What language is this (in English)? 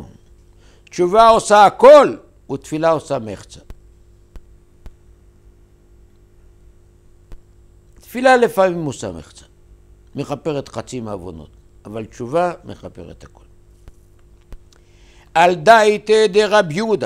Hebrew